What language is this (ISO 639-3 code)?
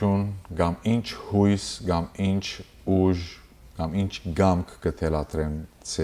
hyw